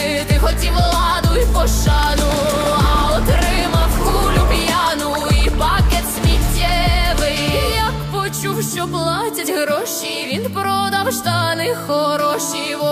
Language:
Ukrainian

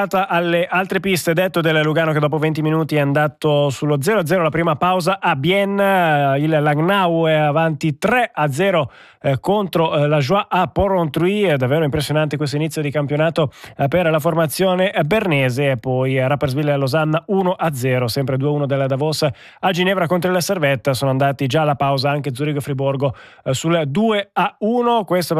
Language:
Italian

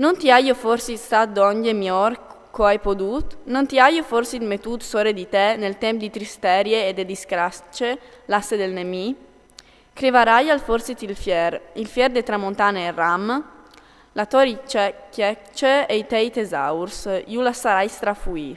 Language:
Friulian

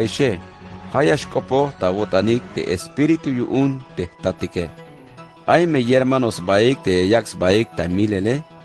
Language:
Tzeltal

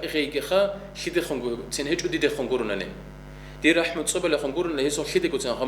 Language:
Avaric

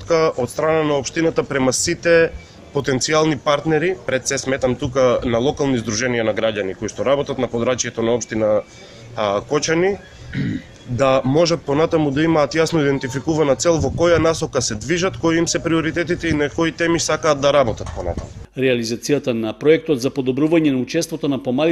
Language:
Macedonian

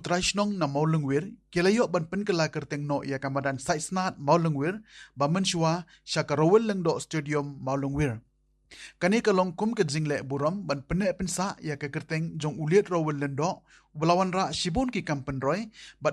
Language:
Khasi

